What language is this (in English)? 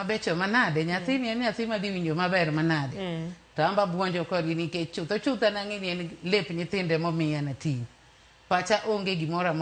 Luo (Kenya and Tanzania)